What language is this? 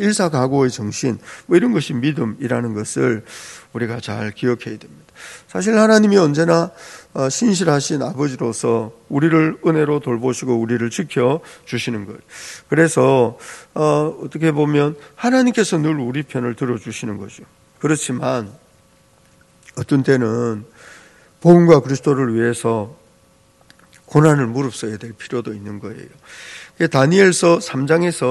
Korean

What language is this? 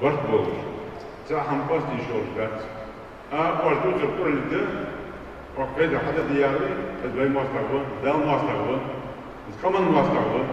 Ingush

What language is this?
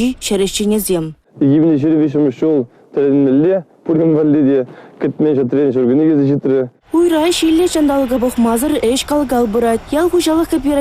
Chuvash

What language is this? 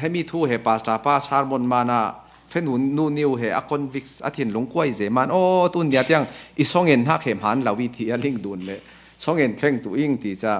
Falam Chin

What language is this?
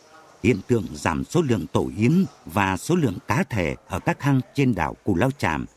Vietnamese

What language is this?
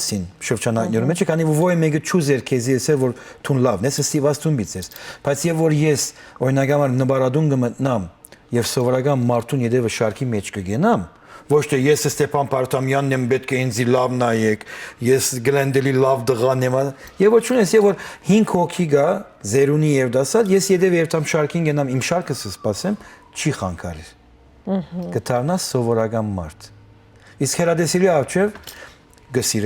Western Armenian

